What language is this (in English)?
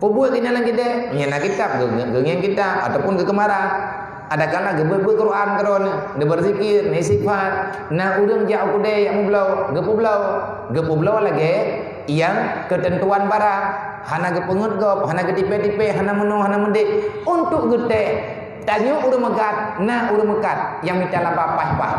Achinese